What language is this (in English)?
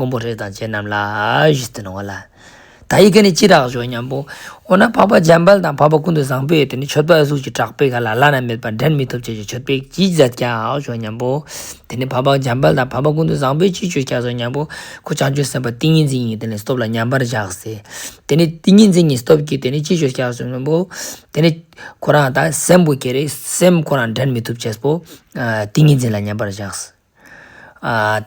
Ladakhi